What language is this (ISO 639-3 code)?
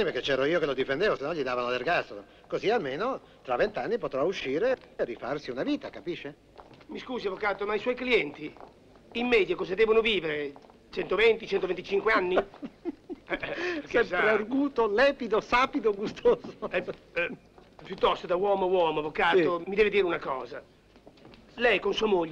ita